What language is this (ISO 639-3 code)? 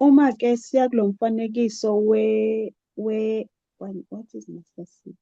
zul